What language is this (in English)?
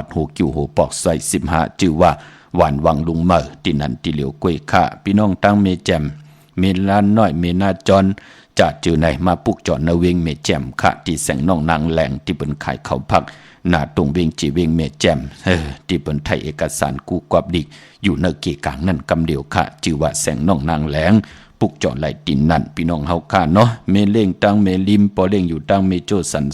Shan